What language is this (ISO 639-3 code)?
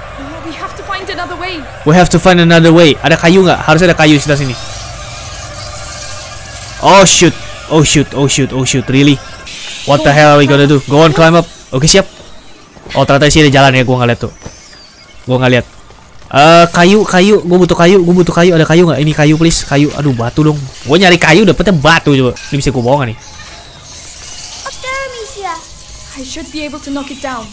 ind